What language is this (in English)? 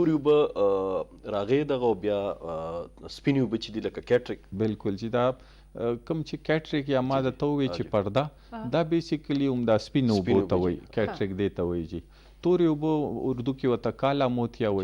Pashto